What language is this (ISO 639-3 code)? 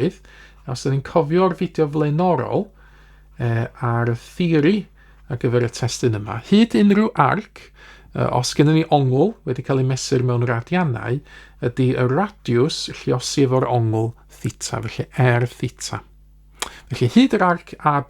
cym